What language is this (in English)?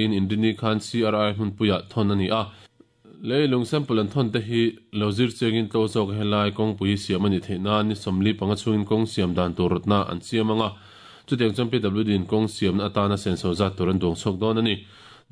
Mizo